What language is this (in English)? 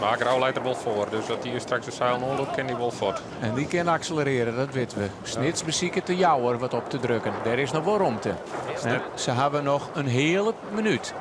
Western Frisian